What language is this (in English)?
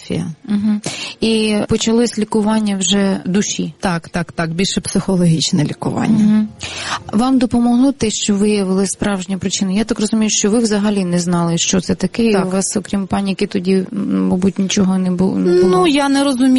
Ukrainian